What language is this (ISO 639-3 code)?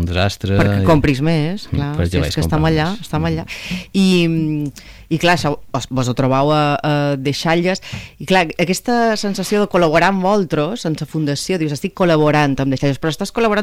cat